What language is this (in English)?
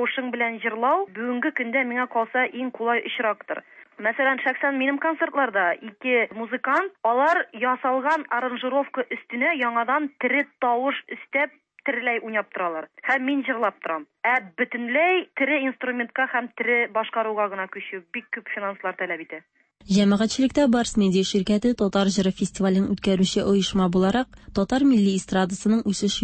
Tatar